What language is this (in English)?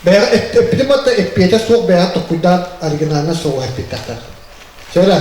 Yakut